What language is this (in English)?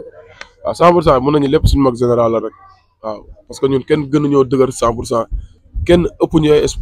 Wolof